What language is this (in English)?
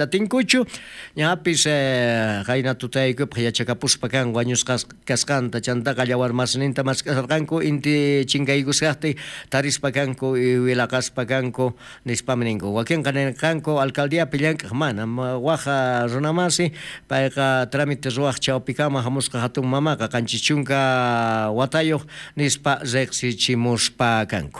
South Bolivian Quechua